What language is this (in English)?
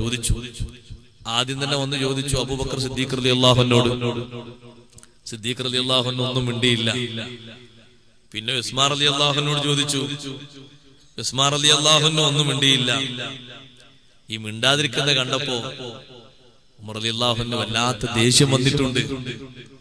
Malayalam